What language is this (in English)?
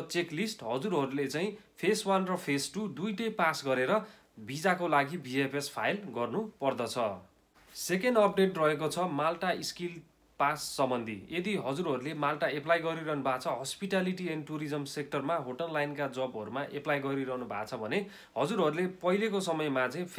Nepali